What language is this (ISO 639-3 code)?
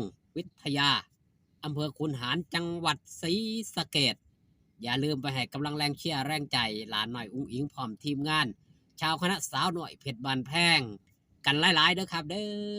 tts